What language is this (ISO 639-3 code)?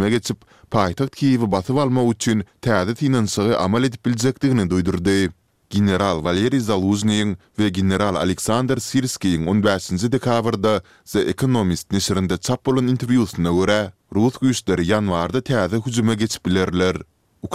tuk